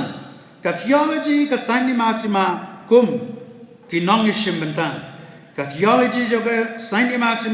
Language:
Khasi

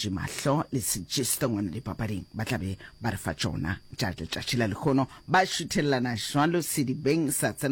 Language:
Northern Sotho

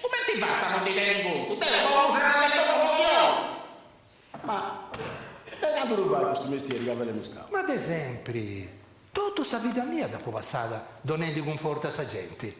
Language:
Sardinian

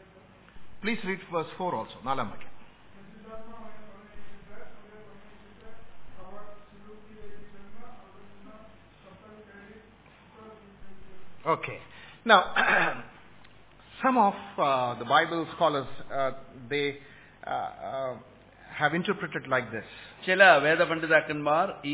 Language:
Malayalam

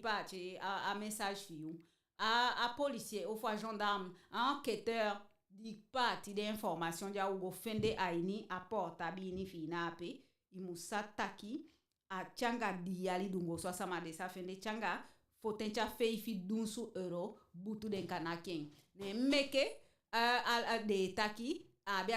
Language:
Eastern Maroon Creole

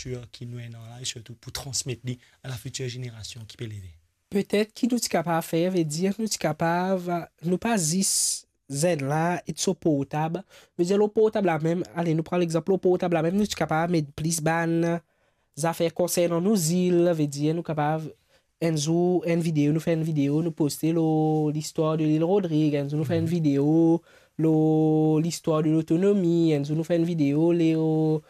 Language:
Morisyen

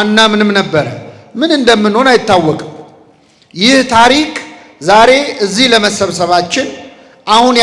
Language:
Amharic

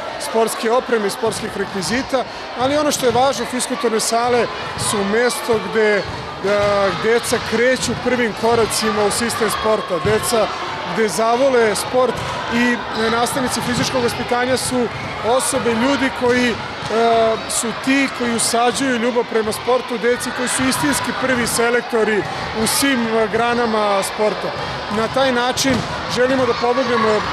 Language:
Serbian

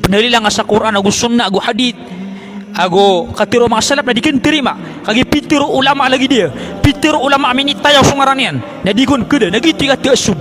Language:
Maranao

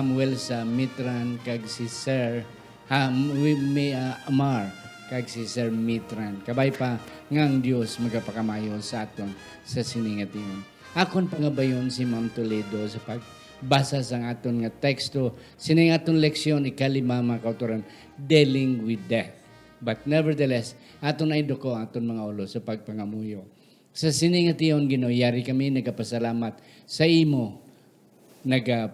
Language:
Hiligaynon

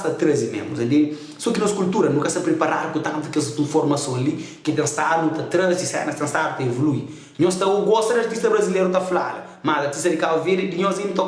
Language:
Kabuverdianu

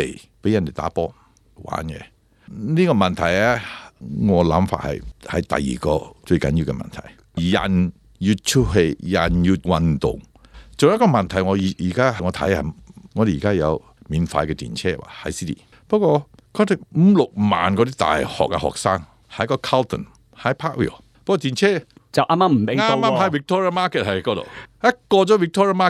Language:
Cantonese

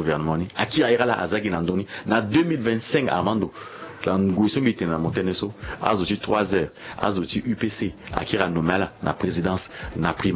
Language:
Sango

